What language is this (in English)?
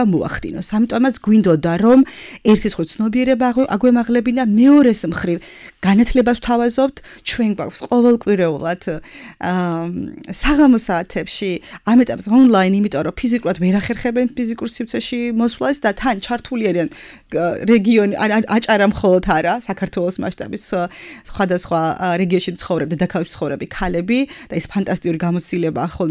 Georgian